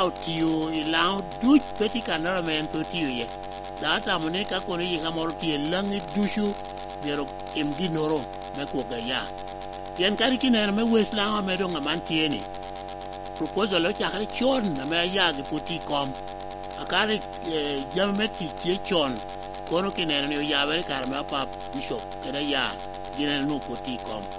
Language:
Lango (Uganda)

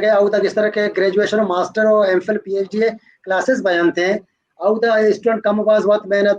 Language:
Baluchi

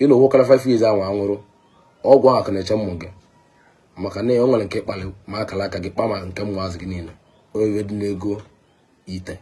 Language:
Igbo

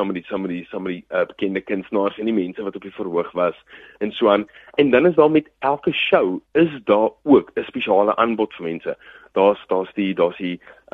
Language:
Afrikaans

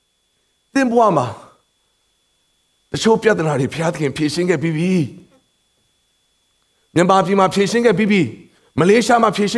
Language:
Burmese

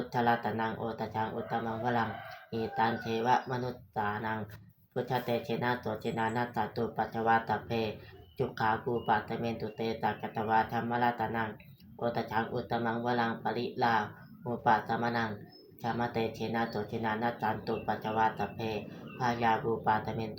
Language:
Pali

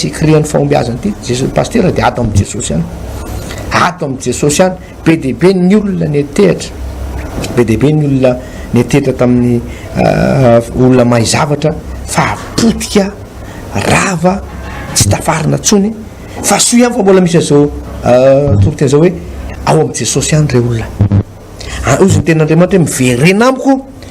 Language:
Malagasy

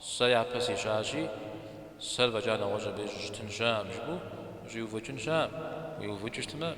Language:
Kabardian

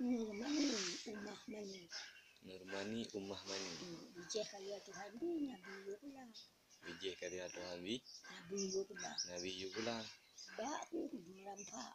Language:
Achinese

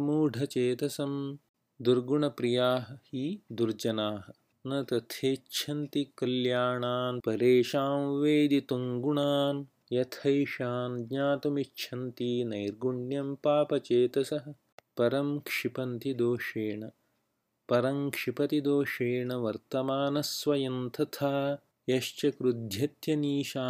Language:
Sanskrit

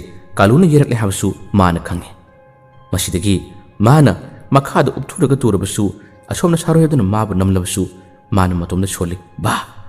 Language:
Manipuri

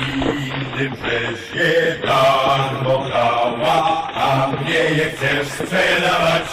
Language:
Silesian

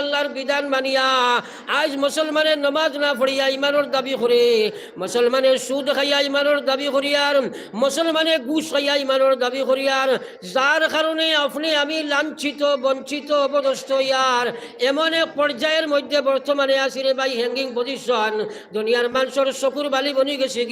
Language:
Sylheti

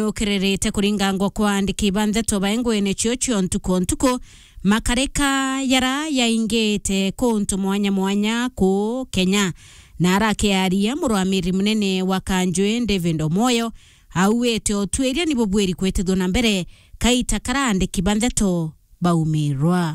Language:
Meru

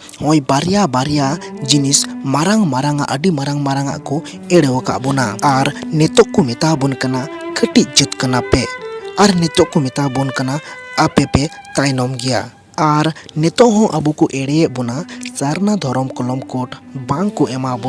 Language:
Santali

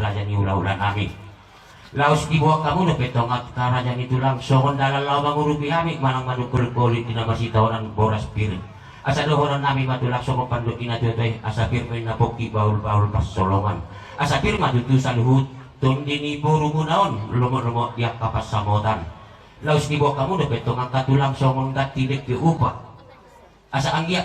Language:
Batak Toba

